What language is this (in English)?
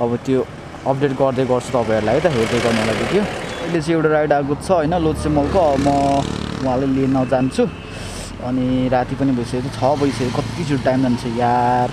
Nepali